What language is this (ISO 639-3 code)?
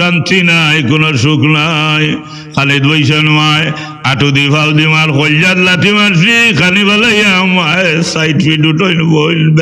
syl